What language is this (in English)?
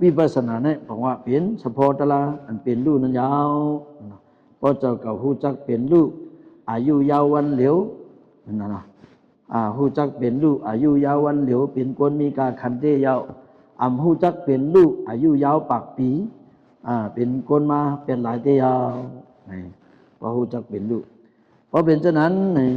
Shan